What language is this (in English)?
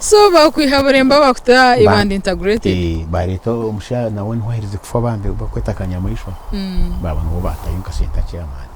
Nyankole